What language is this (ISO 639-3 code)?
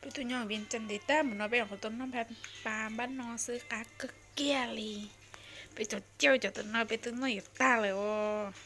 hmn